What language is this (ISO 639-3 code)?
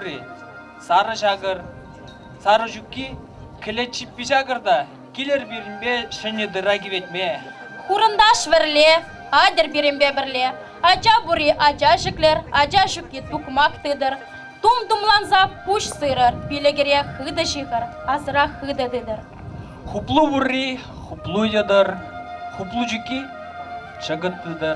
chv